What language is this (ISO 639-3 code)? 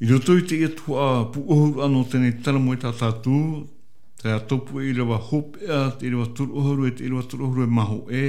tah